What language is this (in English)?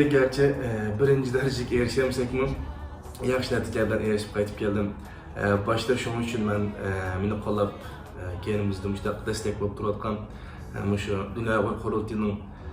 Uyghur